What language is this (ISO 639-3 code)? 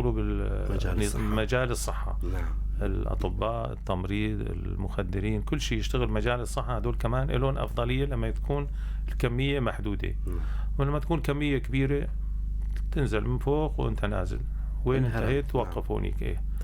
apc